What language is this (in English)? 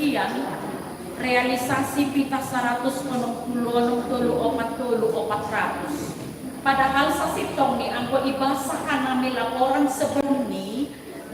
Batak Simalungun